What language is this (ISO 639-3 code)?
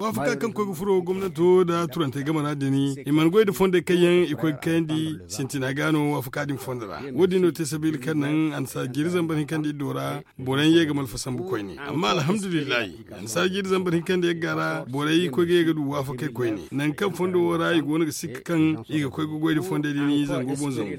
dje